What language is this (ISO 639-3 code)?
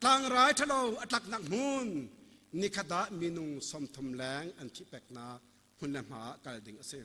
cnh